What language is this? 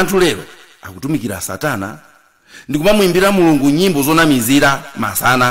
Nyanja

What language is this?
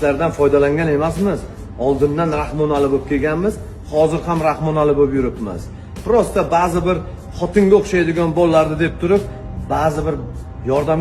Uzbek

